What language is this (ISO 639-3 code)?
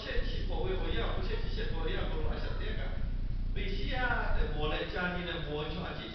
lhu